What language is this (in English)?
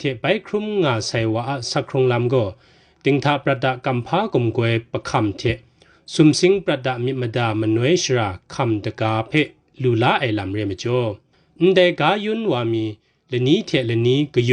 Kachin